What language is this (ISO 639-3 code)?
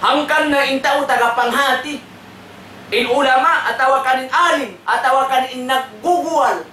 tsg